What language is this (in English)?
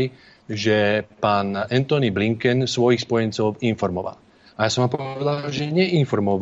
Slovak